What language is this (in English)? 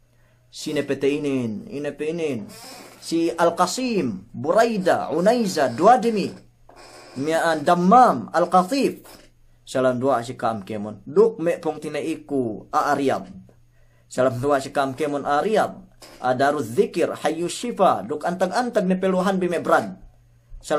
Yakan